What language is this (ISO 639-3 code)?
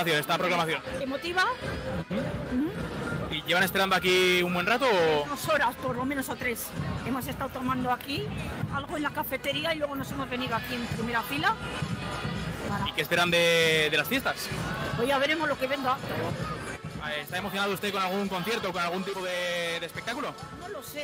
spa